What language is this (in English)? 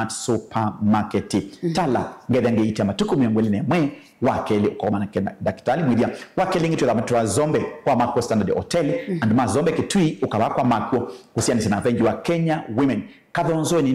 Kamba